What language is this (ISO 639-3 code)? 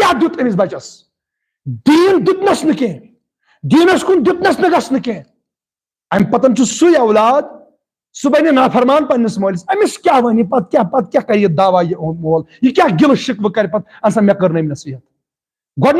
kas